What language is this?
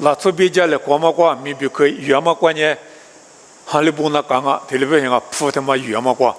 Lisu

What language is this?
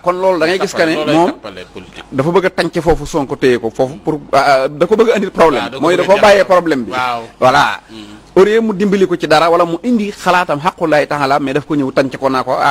Wolof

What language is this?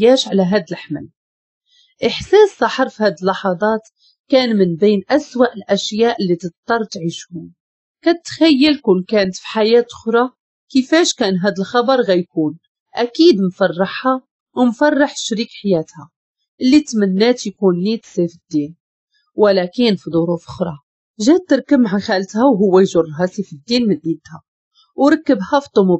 Moroccan Arabic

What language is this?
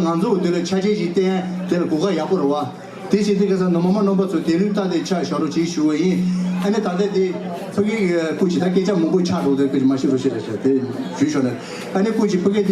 Tibetan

